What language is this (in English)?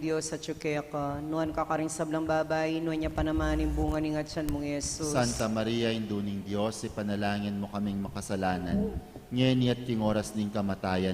Pampanga